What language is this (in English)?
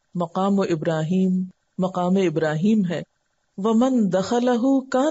Urdu